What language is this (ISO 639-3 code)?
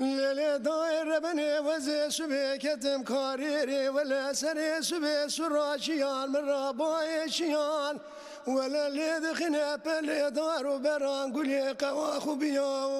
zza